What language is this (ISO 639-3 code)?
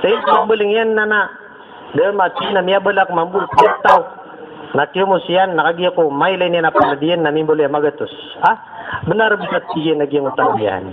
mrw